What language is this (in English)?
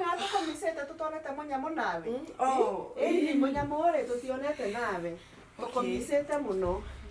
Kikuyu